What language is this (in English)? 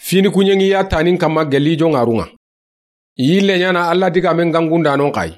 Soninke